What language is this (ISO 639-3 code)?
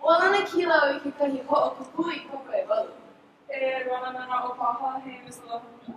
haw